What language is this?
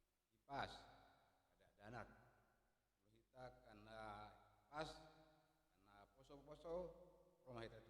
Batak Toba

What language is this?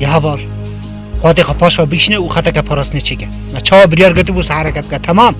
Kurdish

